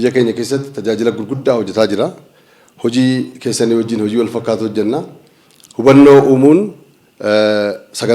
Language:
Oromo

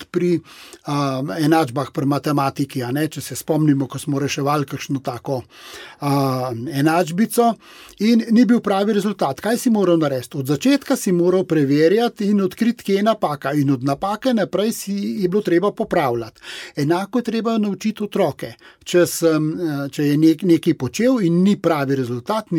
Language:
Slovenian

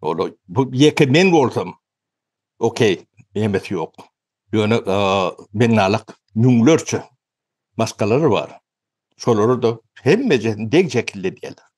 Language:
Turkmen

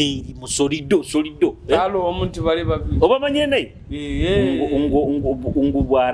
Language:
Nyoro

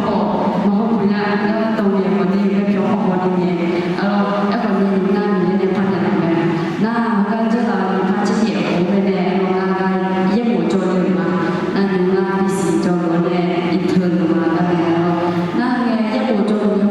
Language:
Akha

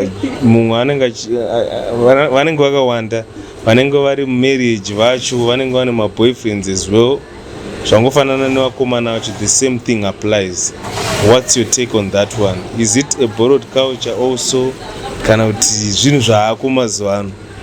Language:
Shona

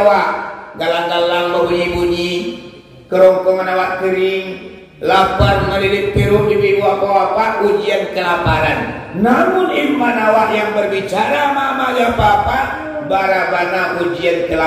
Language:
Minangkabau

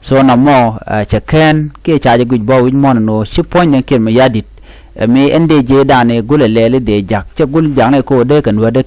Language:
Nuer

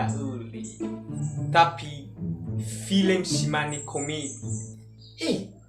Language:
Nias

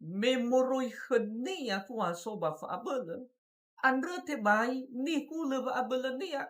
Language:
Nias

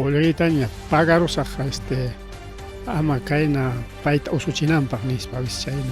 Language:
Ayacucho Quechua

